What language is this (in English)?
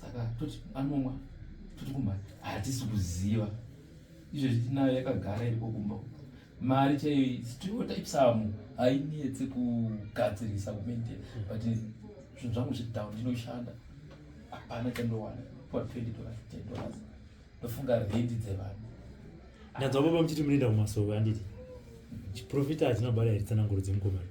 Shona